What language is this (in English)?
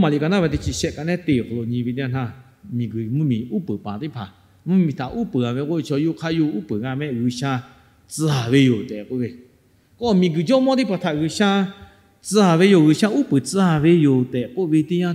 Lahu